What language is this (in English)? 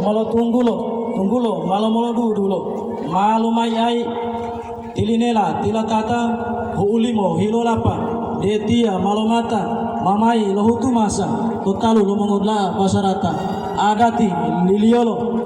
Gorontalo